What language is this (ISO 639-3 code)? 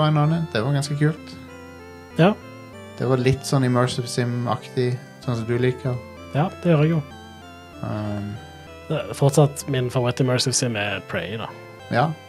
nor